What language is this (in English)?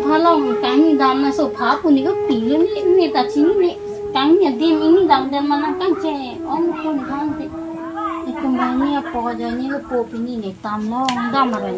Karbi